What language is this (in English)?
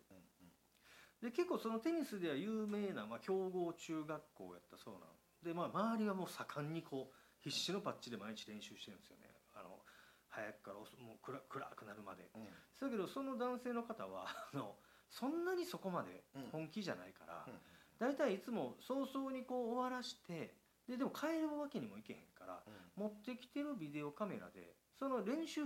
Japanese